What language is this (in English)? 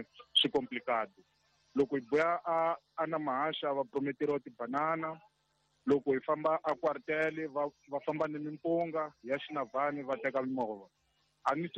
Tsonga